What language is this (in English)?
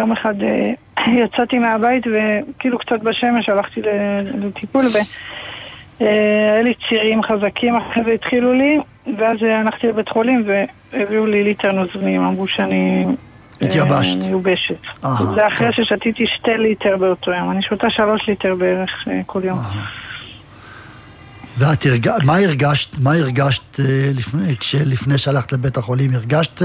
Hebrew